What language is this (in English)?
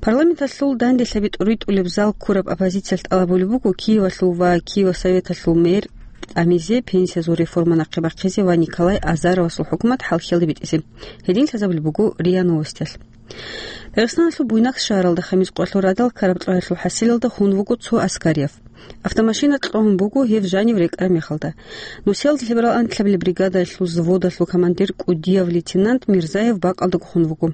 Avaric